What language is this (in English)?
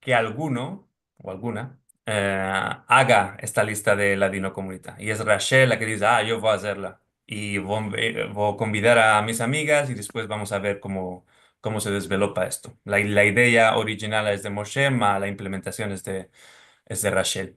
Ladino